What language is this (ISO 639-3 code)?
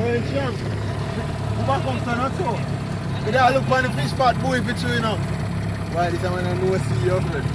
jam